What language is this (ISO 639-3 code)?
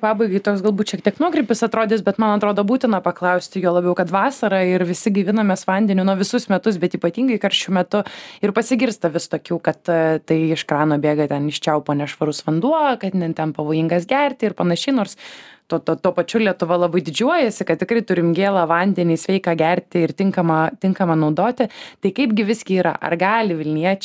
lit